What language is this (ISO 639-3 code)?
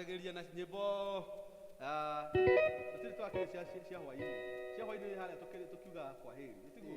kik